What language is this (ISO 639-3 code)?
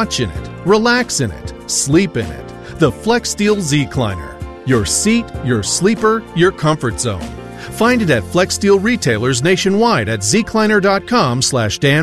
eng